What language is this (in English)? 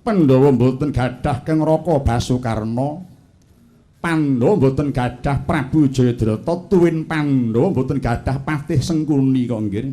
Javanese